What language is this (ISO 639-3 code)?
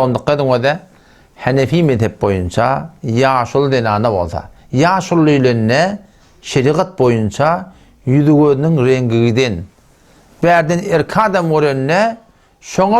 tuk